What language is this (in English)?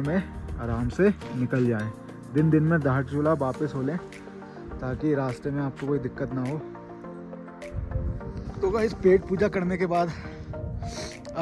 Hindi